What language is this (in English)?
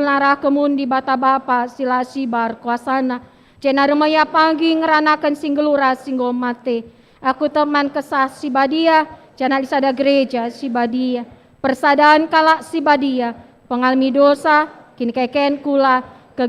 Batak Karo